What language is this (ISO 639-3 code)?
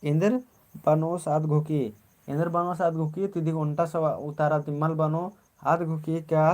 kru